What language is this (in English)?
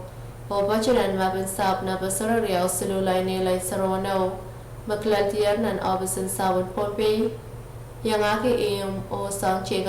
Pohnpeian